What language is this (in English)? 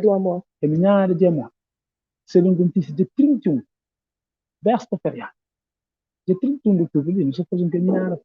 Kabuverdianu